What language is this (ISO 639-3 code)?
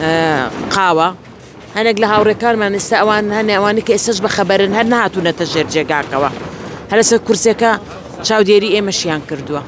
ckb